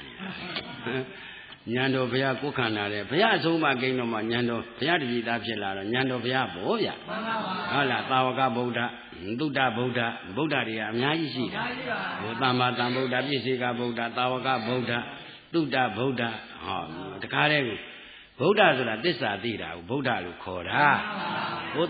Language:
Burmese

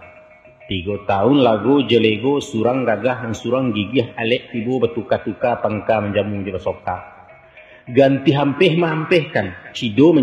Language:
Minangkabau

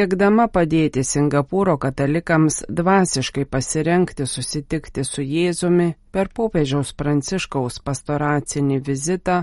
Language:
Lithuanian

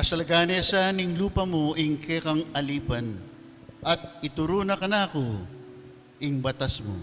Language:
Pampanga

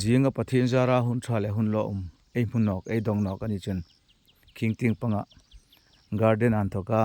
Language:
Hmar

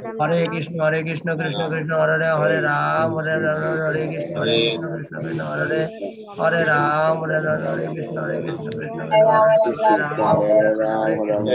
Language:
Bangla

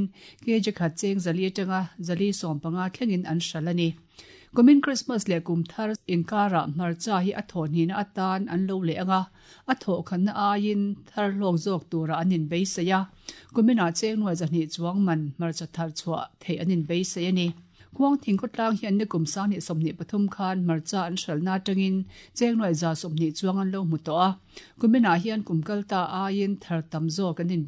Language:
Mizo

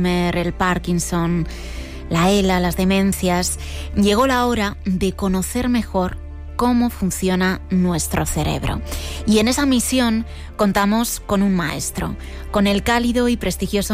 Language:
Spanish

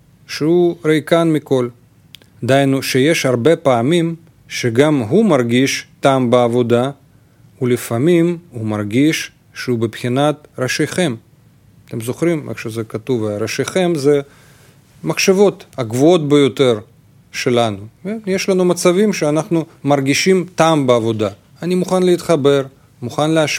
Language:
Hebrew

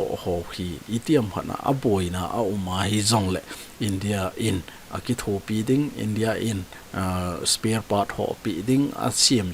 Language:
Thado Chin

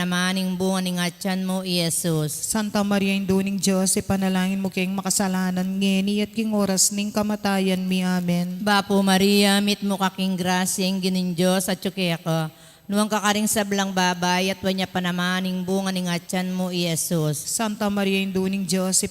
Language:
Pampanga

